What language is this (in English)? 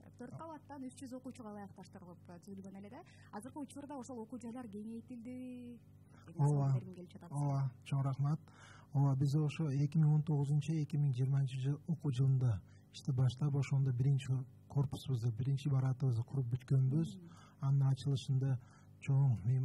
Kyrgyz